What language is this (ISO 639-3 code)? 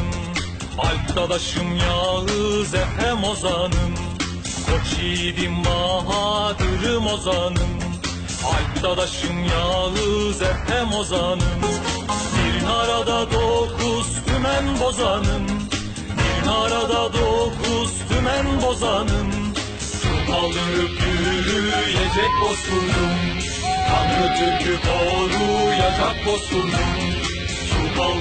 tur